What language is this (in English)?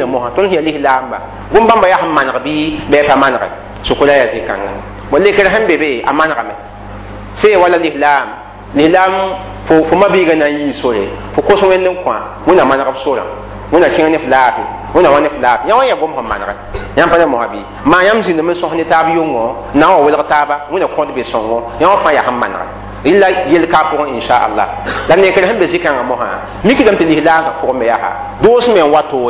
Mossi